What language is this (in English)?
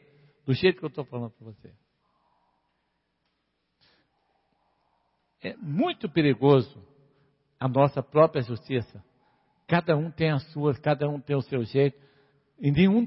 Portuguese